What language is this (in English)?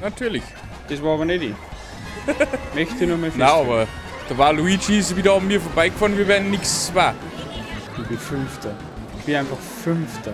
Bavarian